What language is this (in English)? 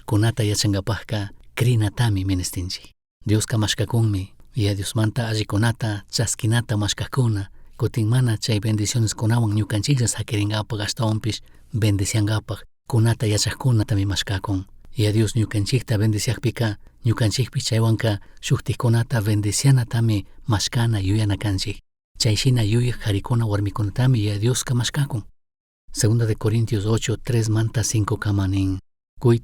Chimborazo Highland Quichua